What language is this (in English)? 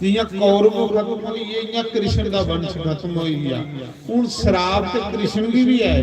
Dogri